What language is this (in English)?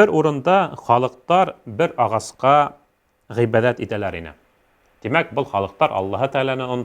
Bashkir